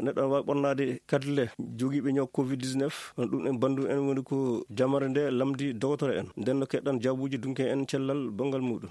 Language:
Fula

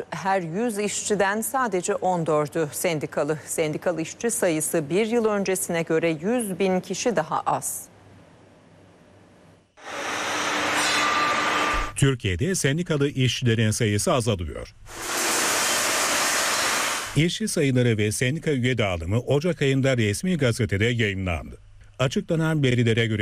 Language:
Turkish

